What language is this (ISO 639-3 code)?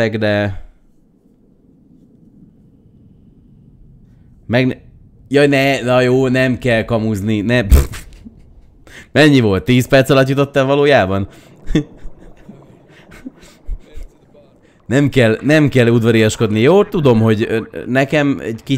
hun